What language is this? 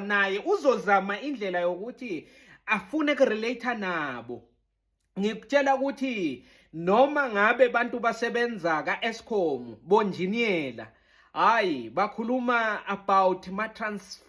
Zulu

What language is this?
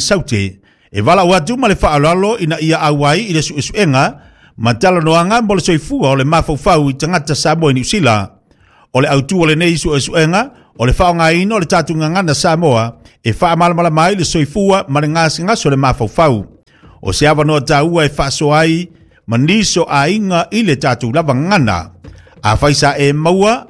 Samoan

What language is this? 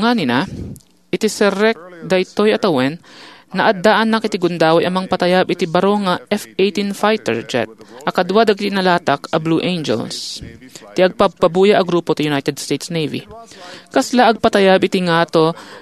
Iloko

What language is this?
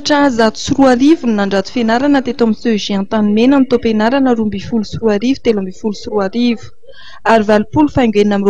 Malagasy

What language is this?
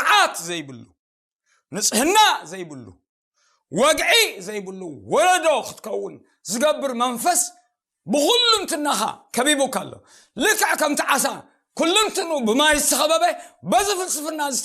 Tigrinya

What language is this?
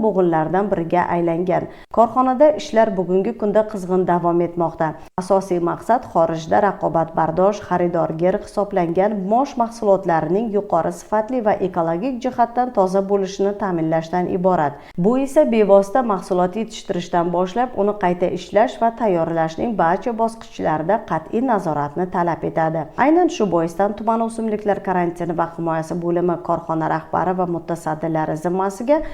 Uzbek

